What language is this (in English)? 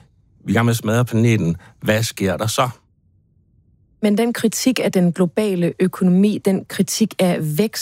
Danish